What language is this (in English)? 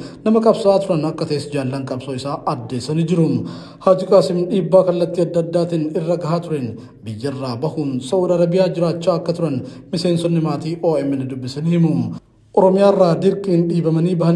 Oromo